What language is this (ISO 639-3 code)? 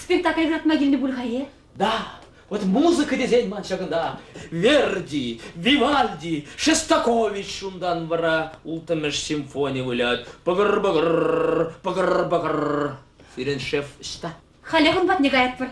chv